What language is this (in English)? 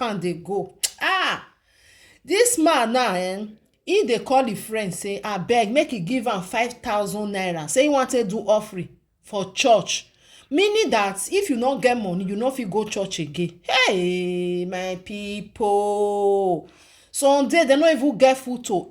Nigerian Pidgin